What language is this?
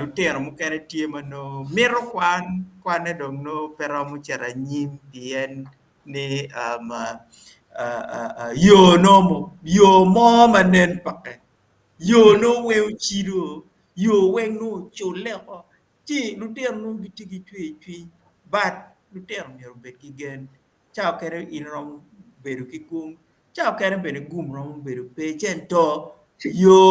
Acoli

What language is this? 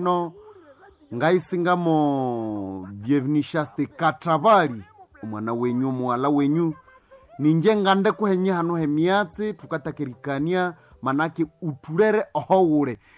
Nande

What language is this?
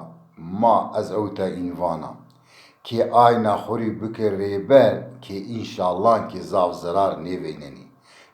Zaza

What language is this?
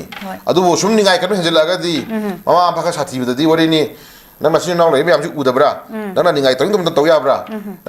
Manipuri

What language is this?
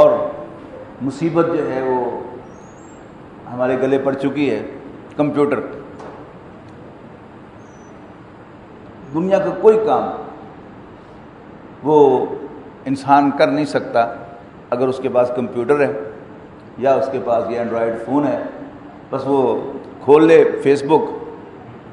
Urdu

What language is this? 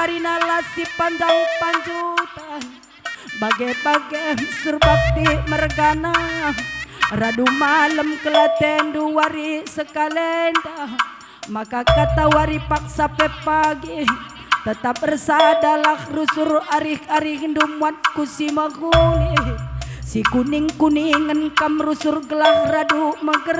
Batak Karo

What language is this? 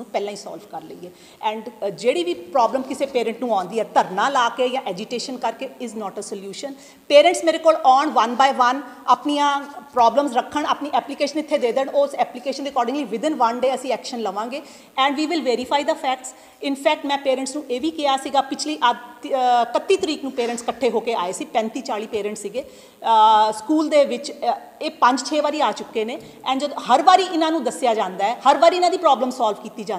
Punjabi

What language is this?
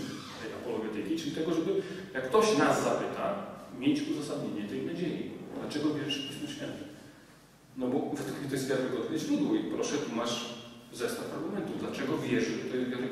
Polish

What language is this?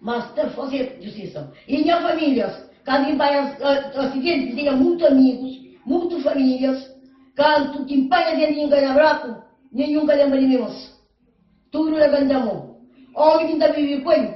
Kabuverdianu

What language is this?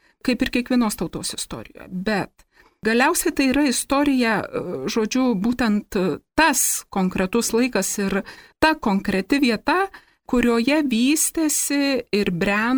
Lithuanian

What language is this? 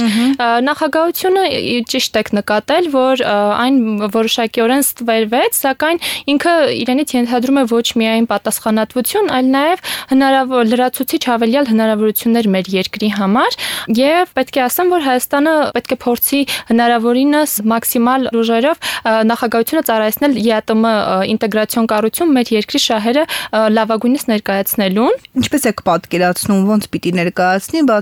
Armenian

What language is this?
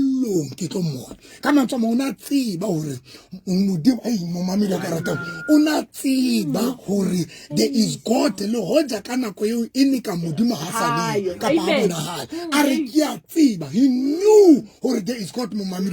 Southern Sotho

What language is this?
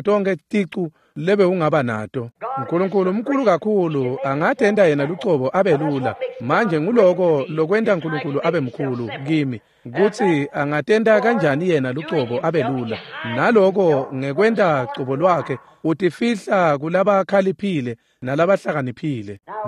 Swati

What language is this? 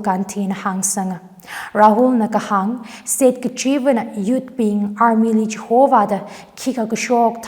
Tangkhul Naga (India)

